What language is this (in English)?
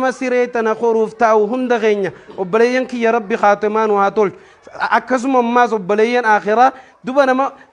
Oromo